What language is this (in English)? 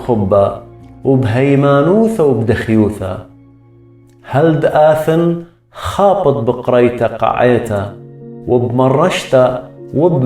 Assyrian Neo-Aramaic